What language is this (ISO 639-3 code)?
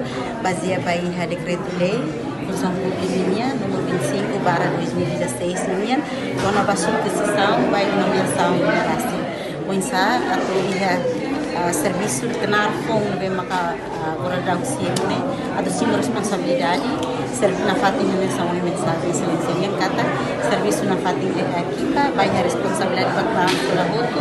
tet